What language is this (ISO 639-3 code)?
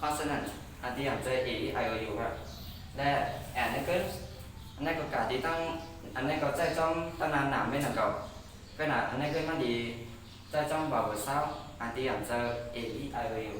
shn